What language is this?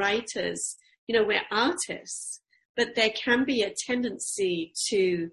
English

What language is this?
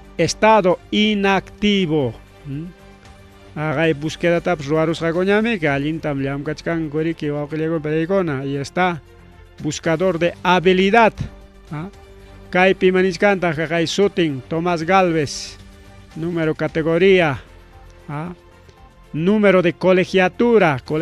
Ayacucho Quechua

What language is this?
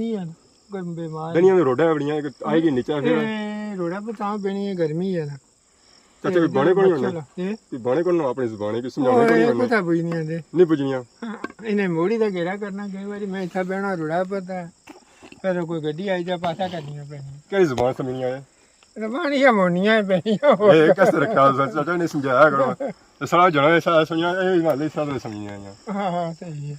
Pahari-Potwari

